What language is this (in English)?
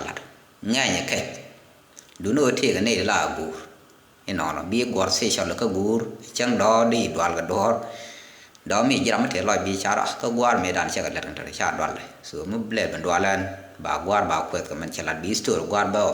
Nuer